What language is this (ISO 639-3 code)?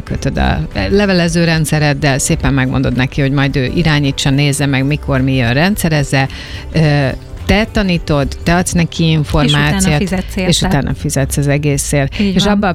hun